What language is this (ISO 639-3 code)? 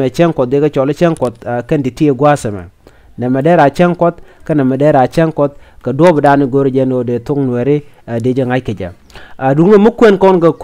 nus